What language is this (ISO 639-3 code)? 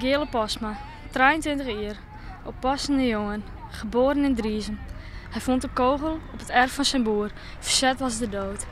fry